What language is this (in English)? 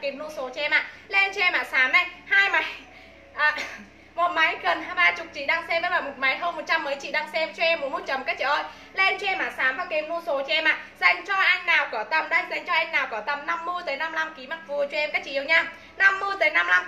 Vietnamese